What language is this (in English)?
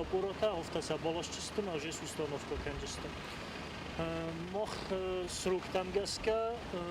Ossetic